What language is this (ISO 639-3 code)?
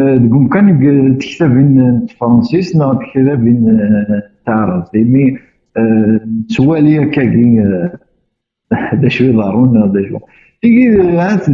kab